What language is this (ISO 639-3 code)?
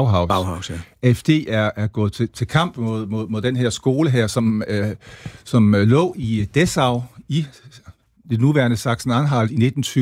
dan